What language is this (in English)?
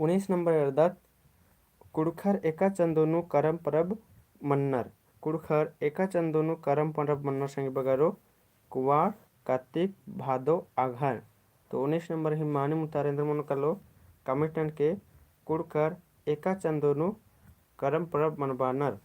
Kurukh